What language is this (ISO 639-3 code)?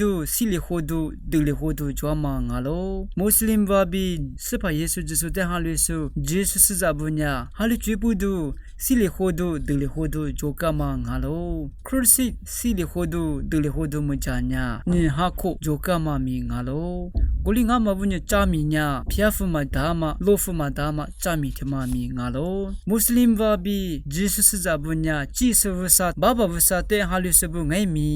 lis